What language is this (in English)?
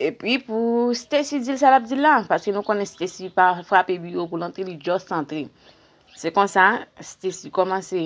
Haitian Creole